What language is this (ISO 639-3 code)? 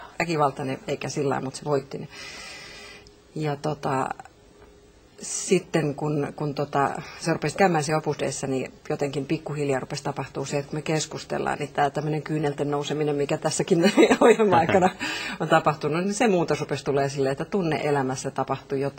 fin